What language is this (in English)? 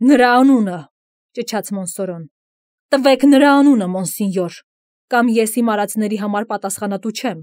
Armenian